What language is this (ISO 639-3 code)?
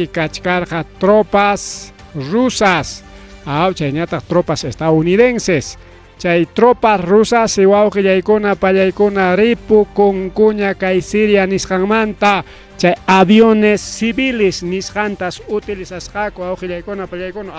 quy